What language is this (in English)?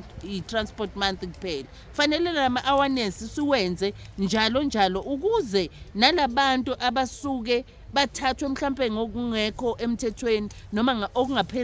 Zulu